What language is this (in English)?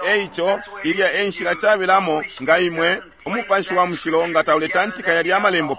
Bemba